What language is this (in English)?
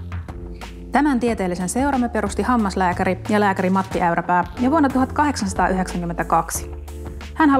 Finnish